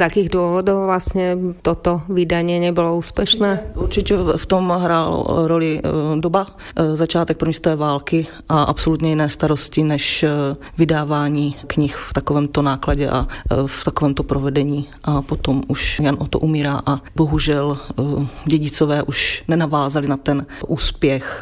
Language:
Slovak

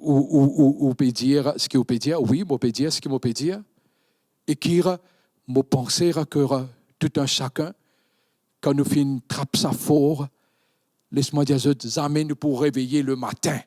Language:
Morisyen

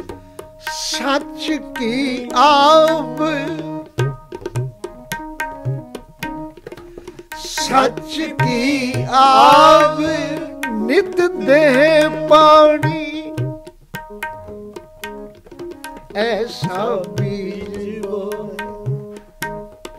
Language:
Punjabi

